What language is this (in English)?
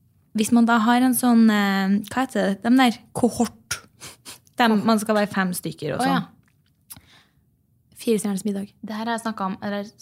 Norwegian